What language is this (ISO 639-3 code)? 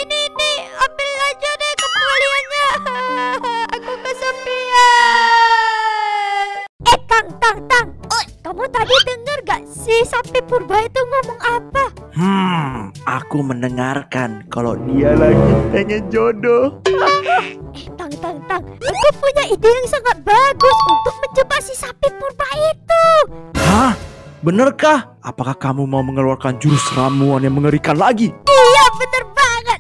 ind